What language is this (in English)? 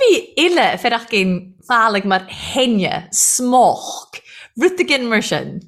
Irish